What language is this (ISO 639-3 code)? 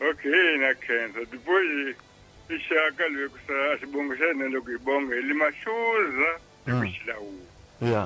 tso